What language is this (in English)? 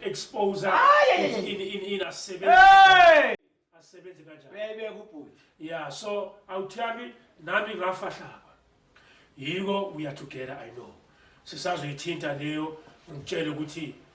Zulu